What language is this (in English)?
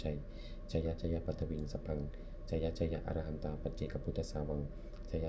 Pali